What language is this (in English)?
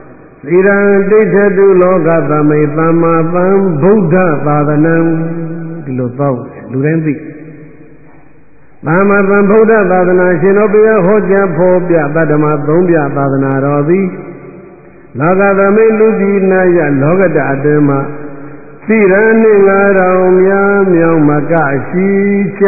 Burmese